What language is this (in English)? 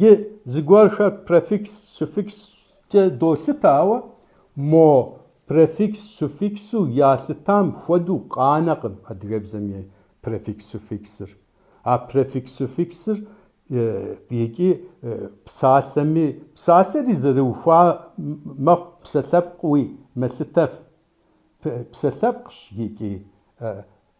Kabardian